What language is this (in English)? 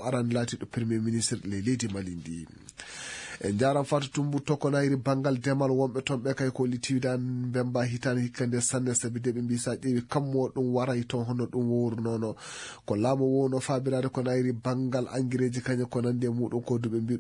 Fula